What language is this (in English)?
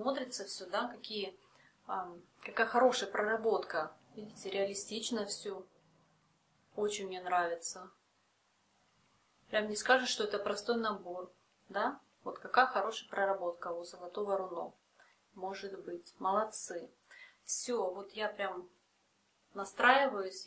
Russian